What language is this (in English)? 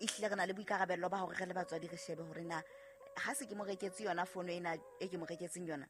Southern Sotho